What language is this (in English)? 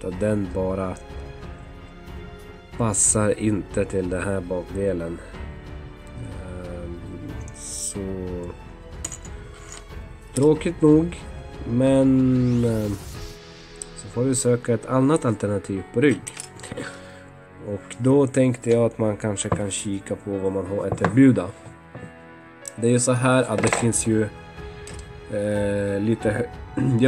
Swedish